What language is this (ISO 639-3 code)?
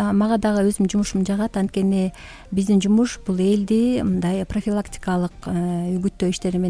kir